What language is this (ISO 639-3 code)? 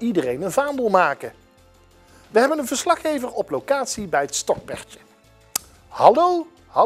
nld